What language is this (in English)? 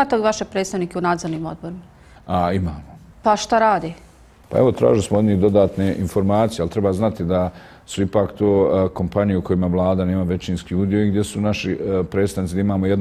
Bosnian